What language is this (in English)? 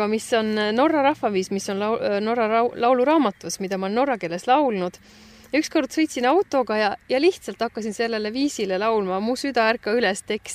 Estonian